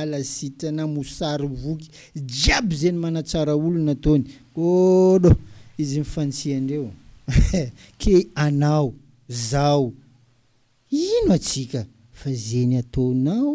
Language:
Malagasy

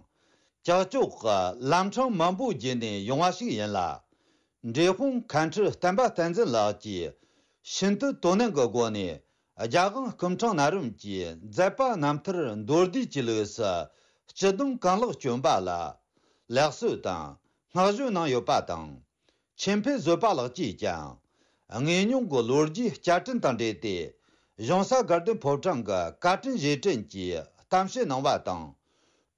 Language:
Tibetan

